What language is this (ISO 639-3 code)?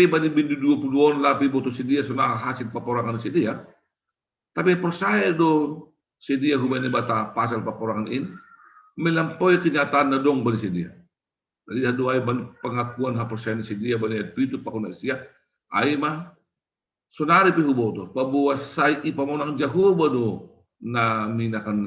bts